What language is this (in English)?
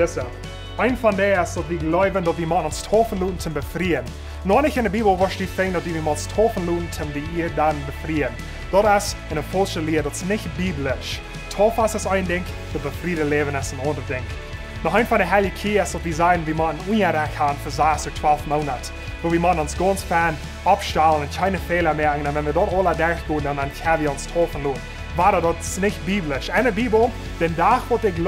Plautdietsch